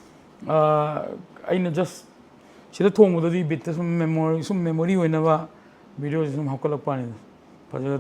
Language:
Manipuri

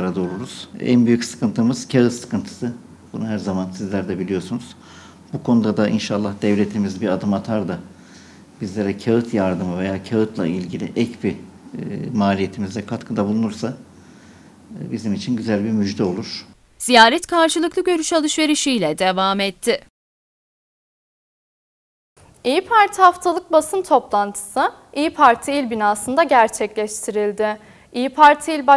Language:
Turkish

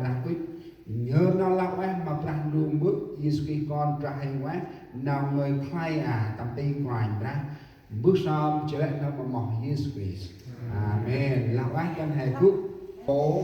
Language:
Central Mnong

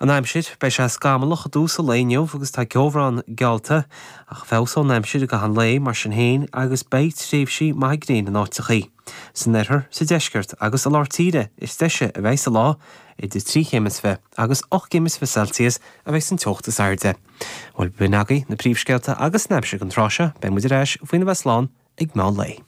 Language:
Irish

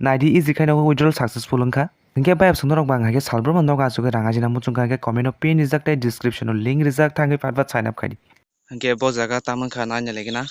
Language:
Kok Borok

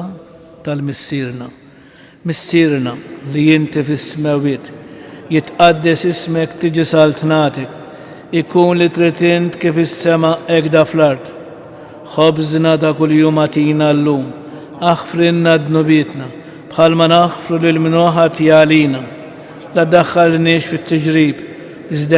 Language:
Maltese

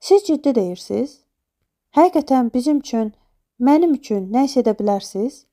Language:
Azerbaijani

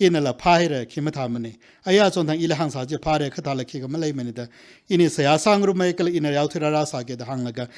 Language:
Tangkhul Naga (India)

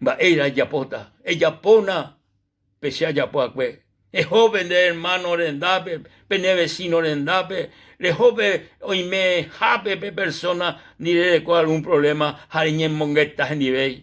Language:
Guarani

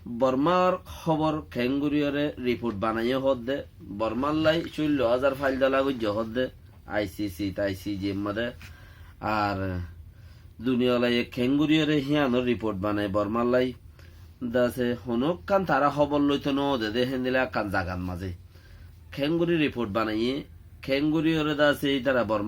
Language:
Rohingya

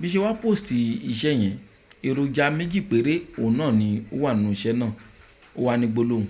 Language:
Yoruba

